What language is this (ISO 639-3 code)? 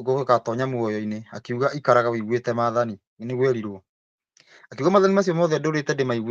kik